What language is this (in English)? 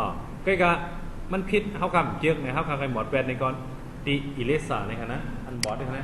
Shan